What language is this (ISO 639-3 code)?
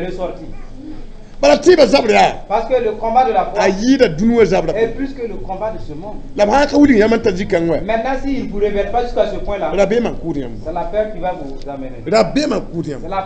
mos